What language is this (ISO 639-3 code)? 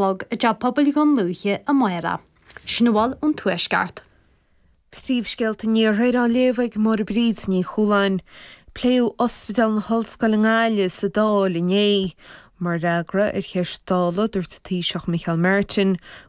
gle